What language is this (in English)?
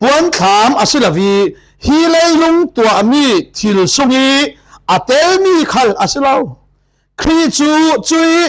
Falam Chin